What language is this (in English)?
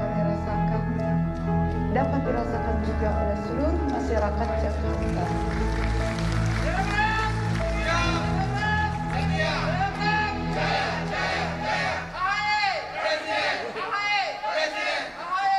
Indonesian